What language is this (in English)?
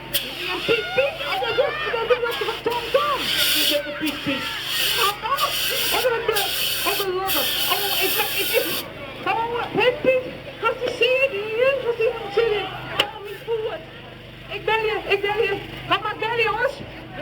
Western Frisian